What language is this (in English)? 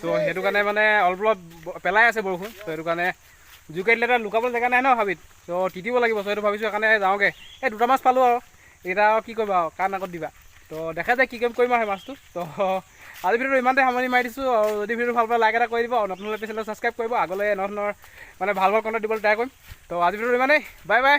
Assamese